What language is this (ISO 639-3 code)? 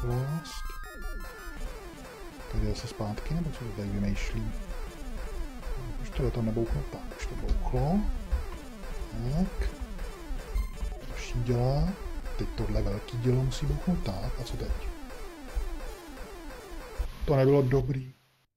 ces